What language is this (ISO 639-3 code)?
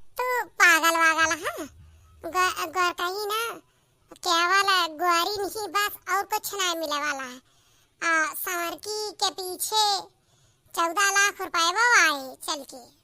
awa